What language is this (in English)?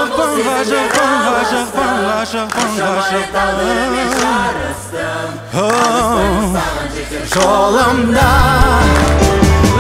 Kazakh